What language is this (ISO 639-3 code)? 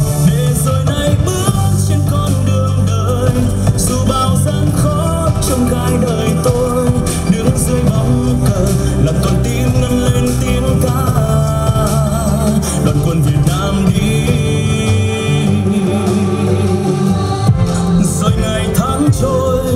vie